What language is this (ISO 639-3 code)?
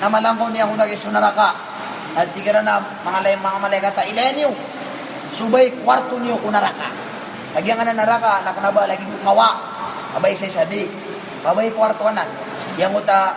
mrw